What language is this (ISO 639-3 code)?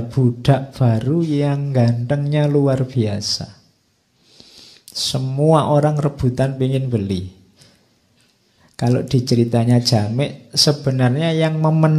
ind